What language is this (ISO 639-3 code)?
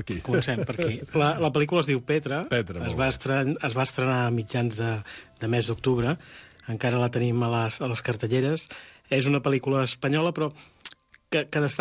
cat